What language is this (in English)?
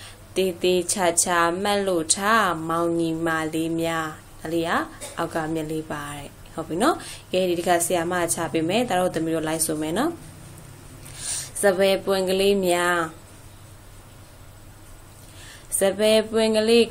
Burmese